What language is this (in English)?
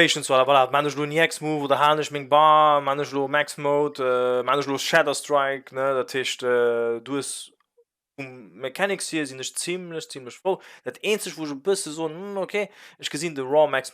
Luxembourgish